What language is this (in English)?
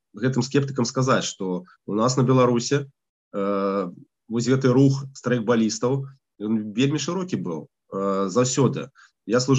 Belarusian